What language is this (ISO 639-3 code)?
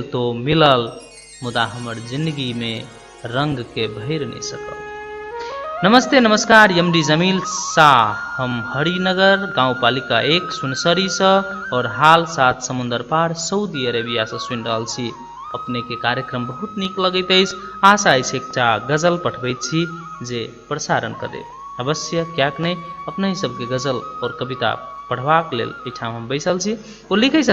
mai